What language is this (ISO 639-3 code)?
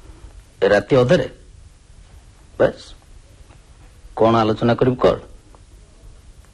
ori